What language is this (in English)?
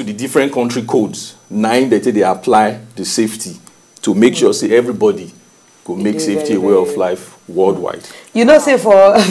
Nigerian Pidgin